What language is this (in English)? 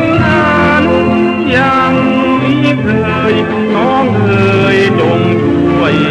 Thai